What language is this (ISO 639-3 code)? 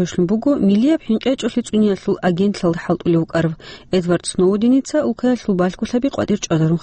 ava